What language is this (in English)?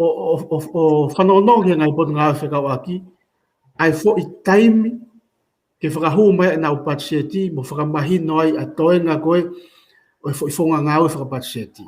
Tongan